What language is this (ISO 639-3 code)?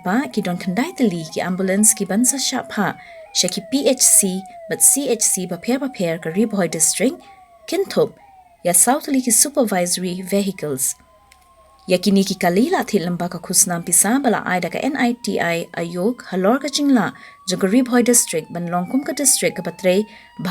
kha